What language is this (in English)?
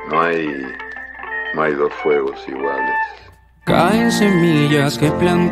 Spanish